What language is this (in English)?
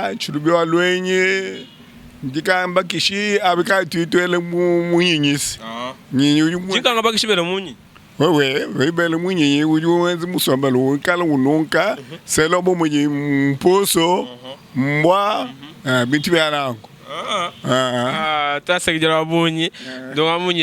Luba-Lulua